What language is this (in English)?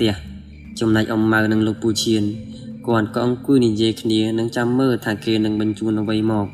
Khmer